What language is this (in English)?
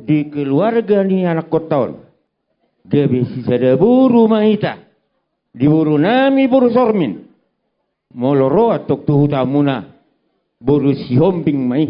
Batak Toba